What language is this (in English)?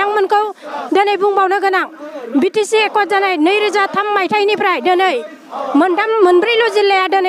Bodo